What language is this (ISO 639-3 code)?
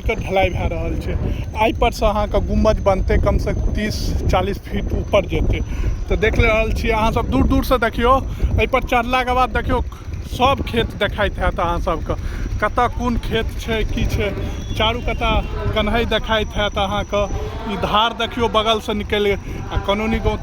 mai